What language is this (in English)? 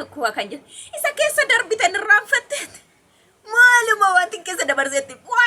Oromo